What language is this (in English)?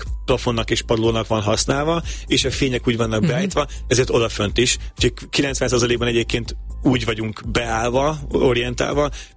Hungarian